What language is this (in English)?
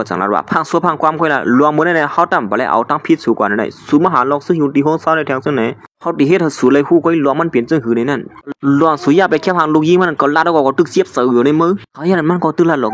Shan